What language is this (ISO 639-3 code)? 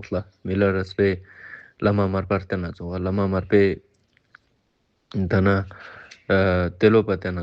lbj